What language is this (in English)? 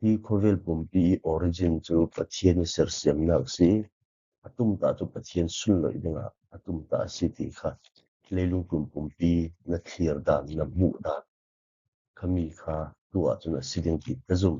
Falam Chin